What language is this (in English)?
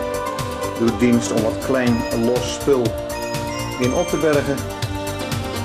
Dutch